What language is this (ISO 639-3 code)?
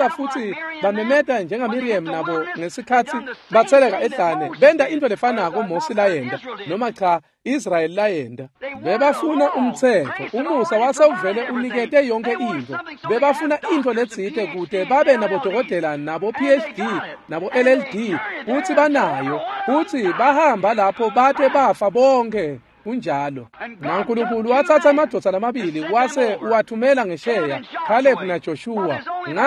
ssw